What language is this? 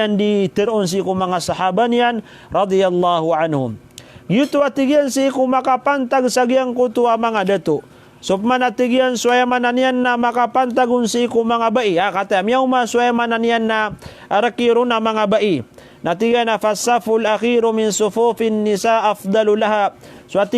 Maranao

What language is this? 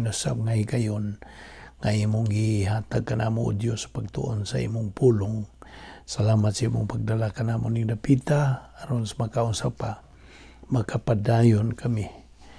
Cebuano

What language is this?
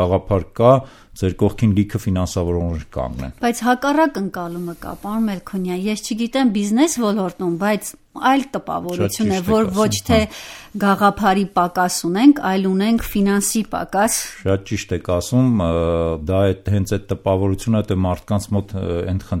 Armenian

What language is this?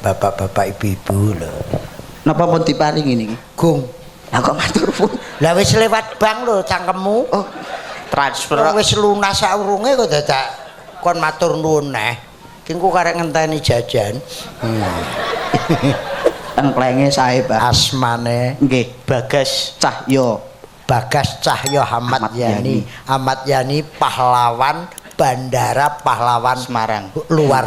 Javanese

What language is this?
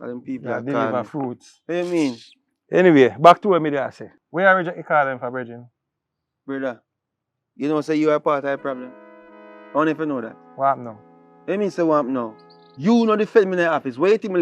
Jamaican Creole English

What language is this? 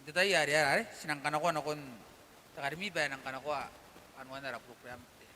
Gilbertese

